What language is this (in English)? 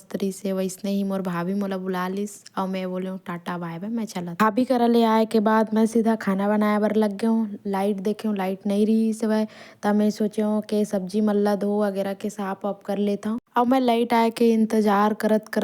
Chhattisgarhi